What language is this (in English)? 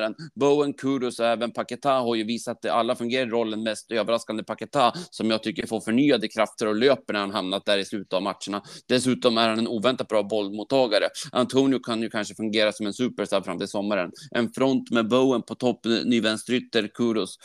Swedish